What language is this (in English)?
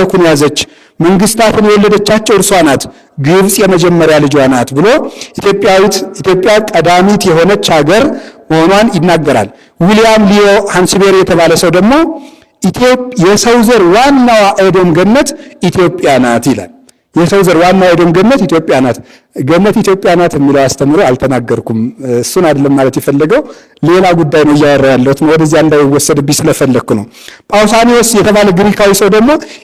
Amharic